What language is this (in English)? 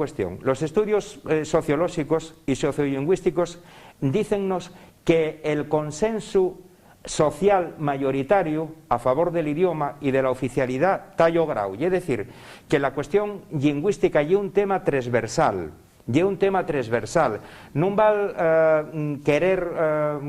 Asturian